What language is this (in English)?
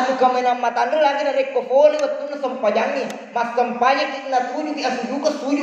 Buginese